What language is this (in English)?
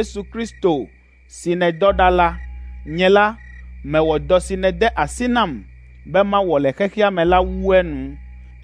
Ewe